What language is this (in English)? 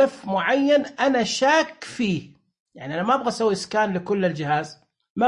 Najdi Arabic